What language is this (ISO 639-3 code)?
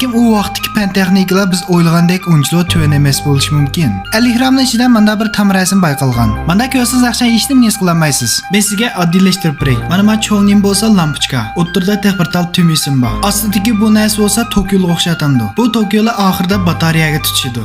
uig